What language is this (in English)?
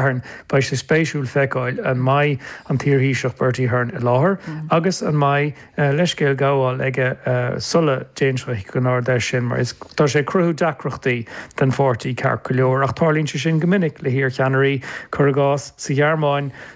Irish